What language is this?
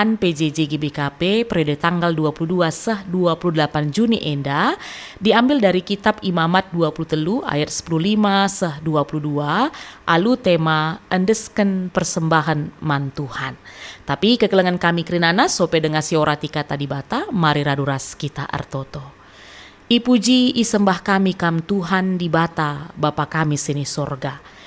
Batak Karo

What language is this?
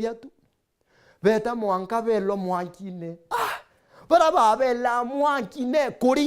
Meru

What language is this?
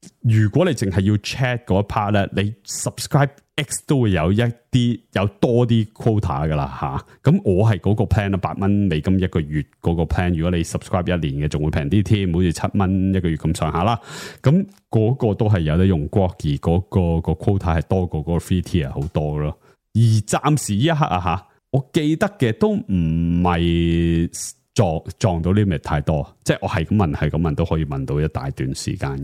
Cantonese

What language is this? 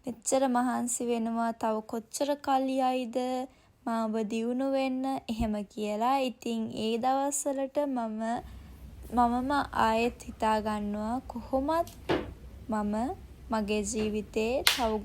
Sinhala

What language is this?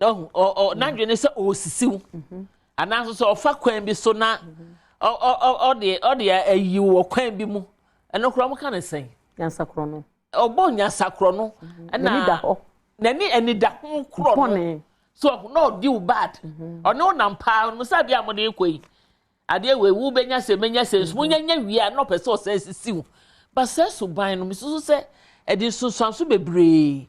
Akan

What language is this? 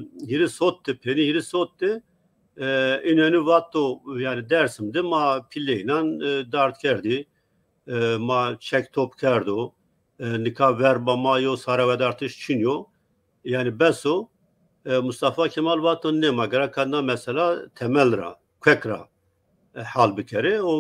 Zaza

